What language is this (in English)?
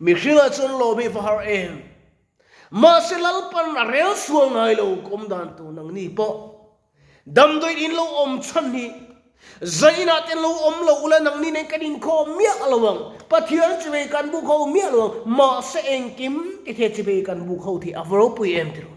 Mizo